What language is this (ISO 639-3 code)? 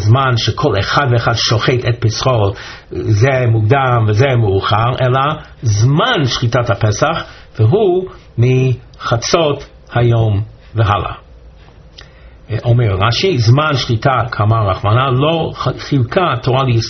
heb